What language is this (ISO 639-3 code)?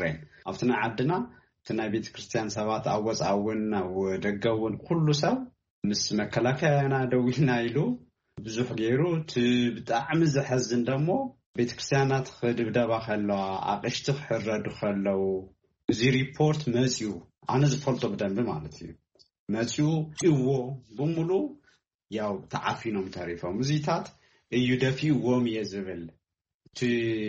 tir